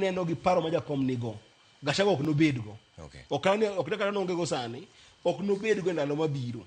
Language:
Luo (Kenya and Tanzania)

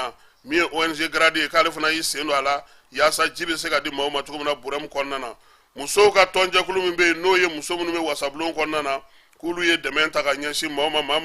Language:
Bambara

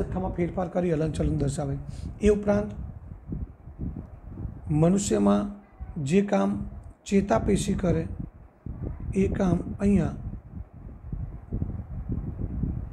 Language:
Gujarati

